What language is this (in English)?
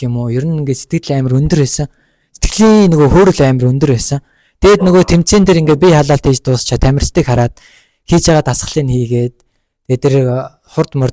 Mongolian